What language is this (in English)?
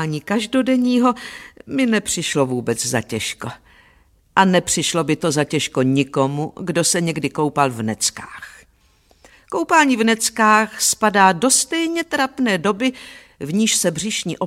Czech